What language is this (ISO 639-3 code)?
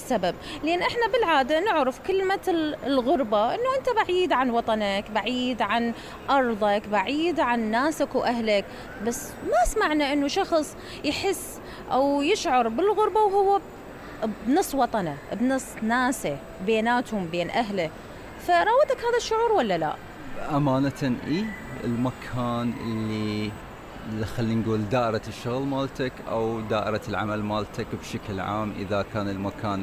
acm